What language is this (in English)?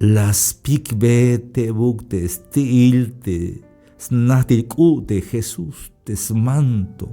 Tzeltal